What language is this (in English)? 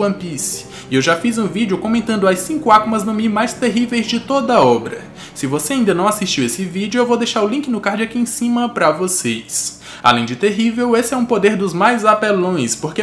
Portuguese